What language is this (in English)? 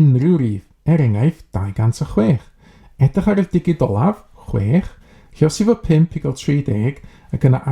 Welsh